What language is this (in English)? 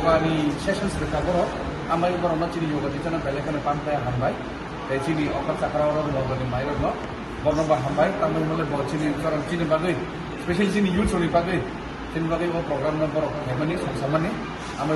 Kok Borok